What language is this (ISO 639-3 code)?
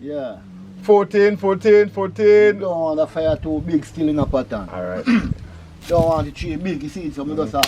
jam